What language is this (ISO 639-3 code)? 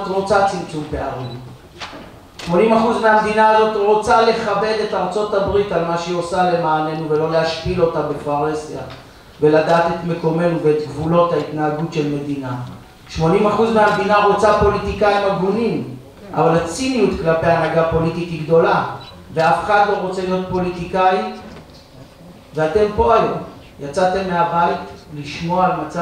heb